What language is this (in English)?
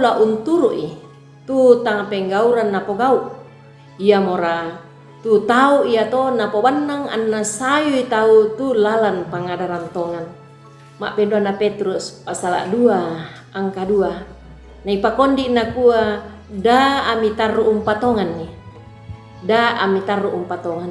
Toraja-Sa'dan